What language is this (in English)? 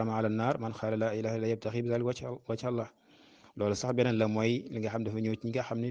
Wolof